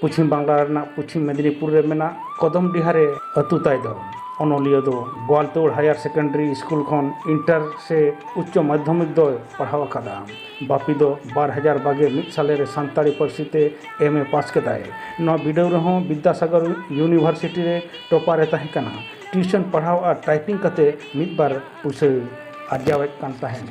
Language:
Santali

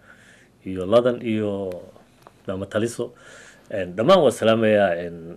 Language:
Somali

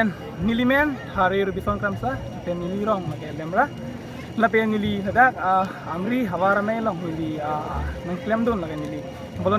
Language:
Karbi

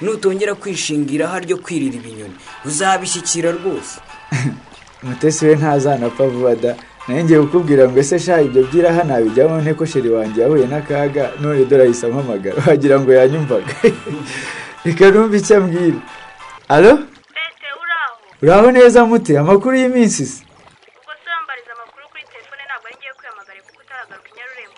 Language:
Kinyarwanda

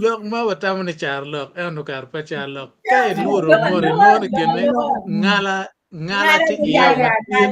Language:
Acoli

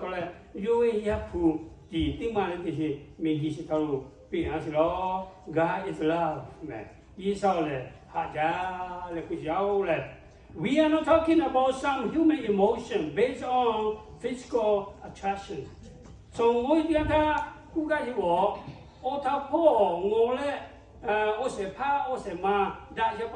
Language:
Lahu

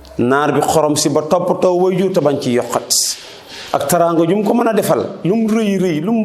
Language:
Wolof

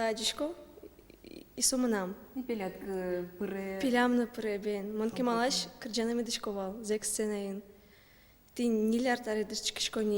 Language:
Udmurt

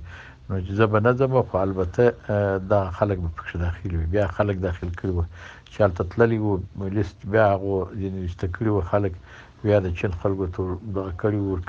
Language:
Pashto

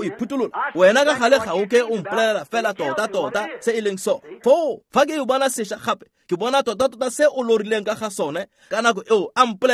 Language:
Tswana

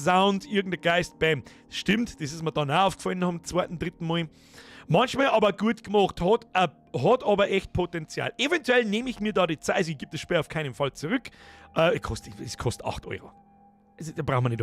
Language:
Bavarian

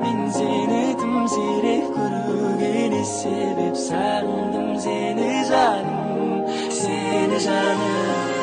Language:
Kara-Kalpak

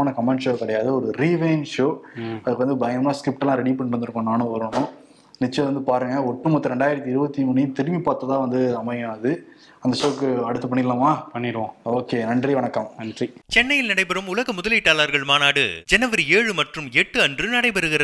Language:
Tamil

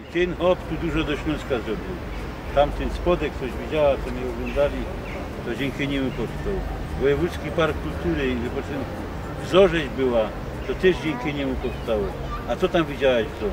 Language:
Silesian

